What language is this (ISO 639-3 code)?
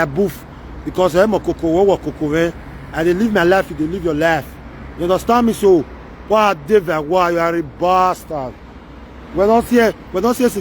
pcm